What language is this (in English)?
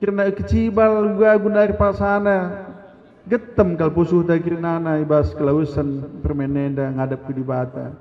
Batak Karo